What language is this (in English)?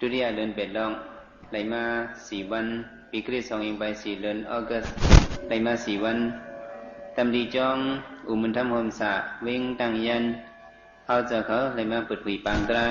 Shan